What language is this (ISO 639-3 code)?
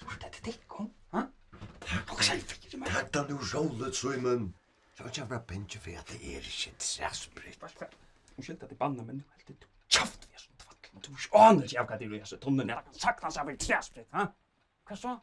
fao